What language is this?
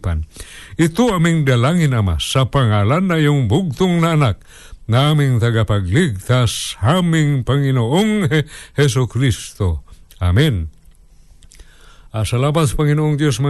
Filipino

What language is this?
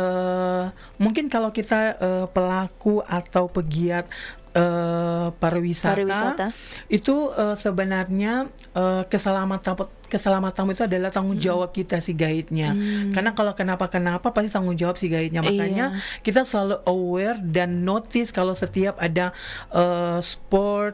Indonesian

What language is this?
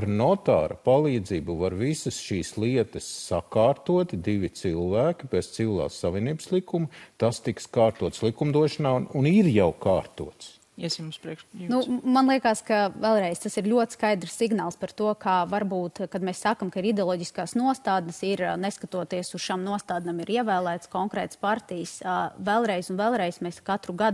Latvian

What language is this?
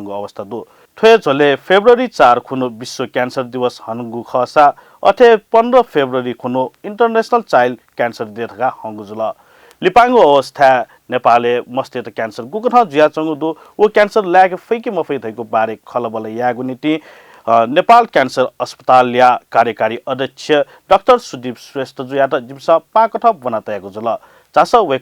Newari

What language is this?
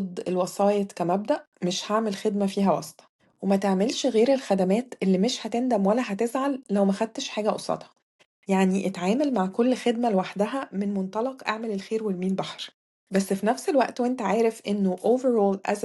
Egyptian Arabic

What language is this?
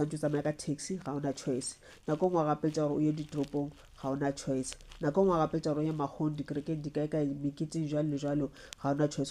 Northern Sotho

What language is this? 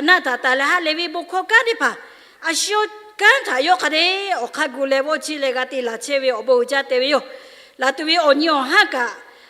Lahu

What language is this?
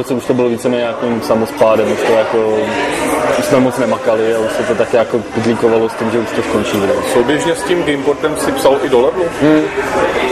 Czech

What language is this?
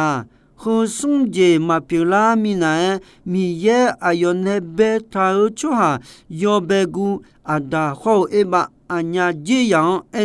Akha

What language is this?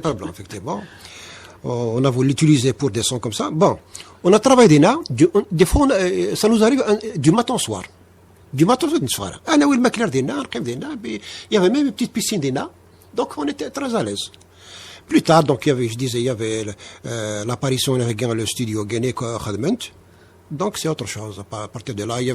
Kabyle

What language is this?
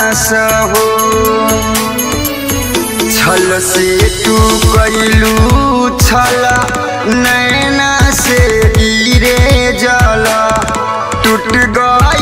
Bhojpuri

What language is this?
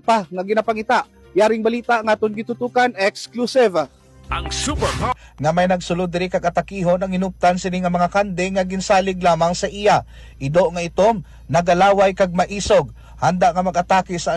Hiligaynon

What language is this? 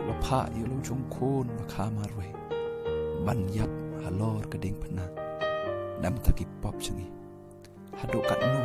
Khasi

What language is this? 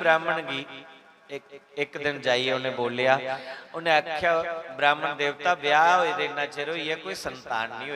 Dogri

